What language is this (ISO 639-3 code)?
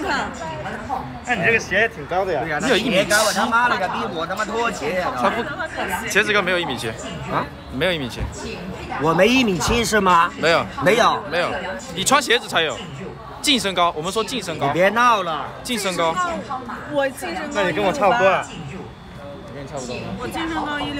zho